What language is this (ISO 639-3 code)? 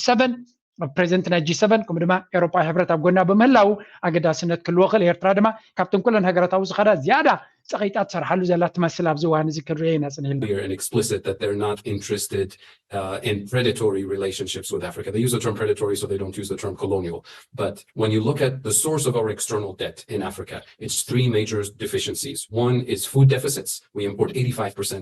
tir